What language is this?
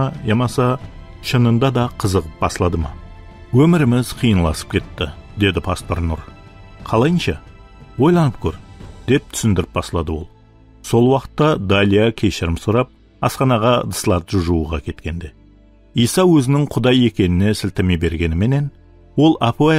Kara-Kalpak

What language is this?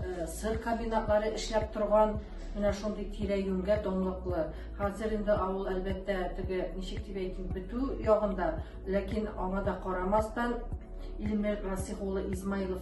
Tatar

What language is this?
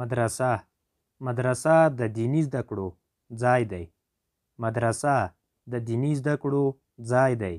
Pashto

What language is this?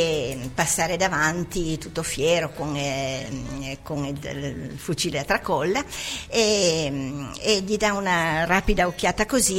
Italian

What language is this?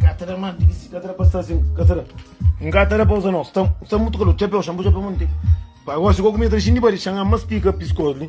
Kabuverdianu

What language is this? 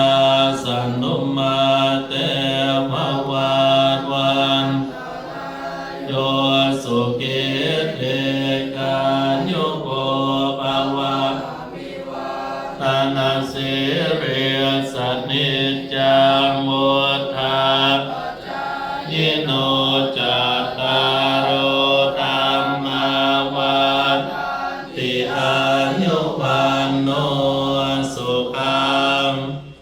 Pali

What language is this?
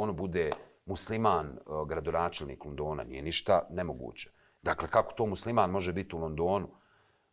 Bosnian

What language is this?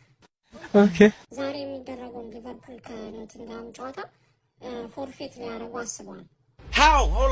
Amharic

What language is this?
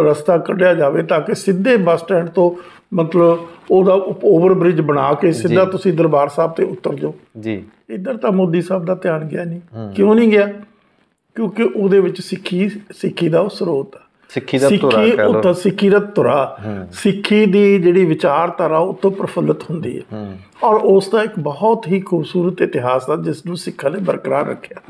Punjabi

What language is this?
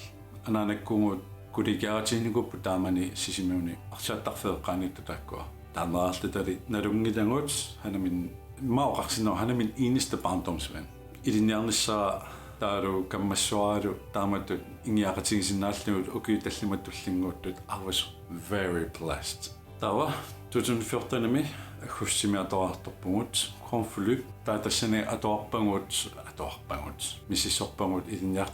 Kalaallisut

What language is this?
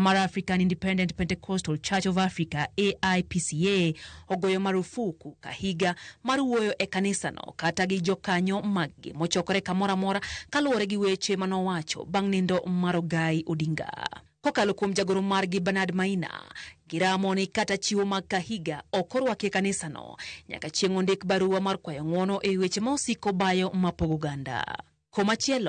Luo (Kenya and Tanzania)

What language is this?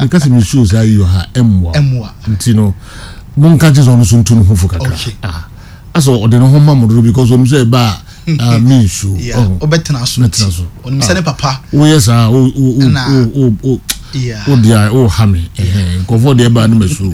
Akan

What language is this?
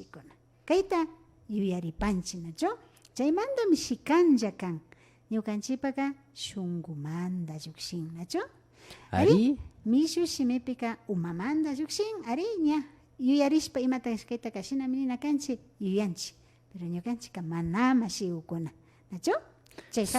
Imbabura Highland Quichua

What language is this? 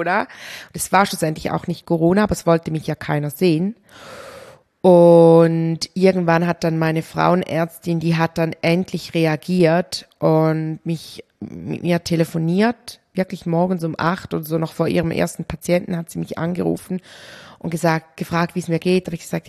German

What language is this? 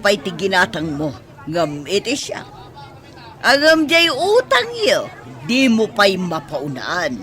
Iloko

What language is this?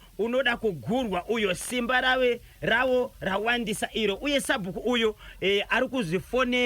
Shona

